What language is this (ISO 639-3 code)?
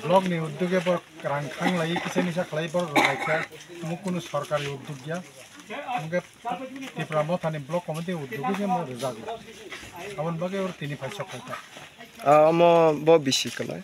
trp